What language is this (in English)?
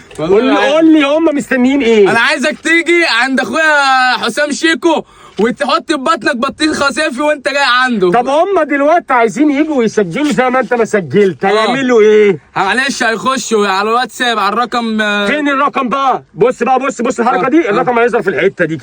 Egyptian Arabic